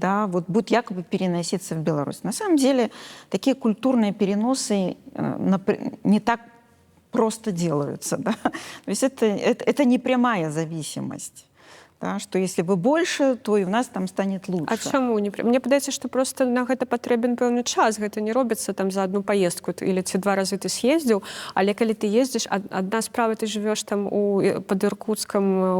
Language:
Belarusian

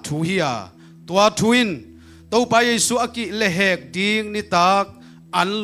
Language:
Tedim Chin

